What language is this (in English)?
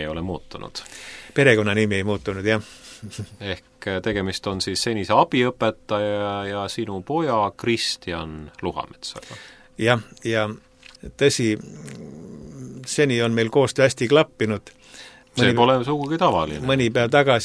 Estonian